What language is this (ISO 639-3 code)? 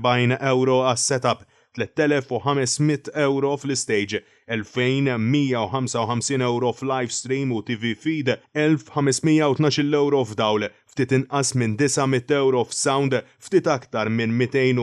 mlt